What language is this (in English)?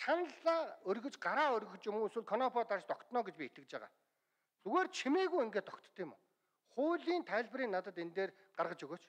Mongolian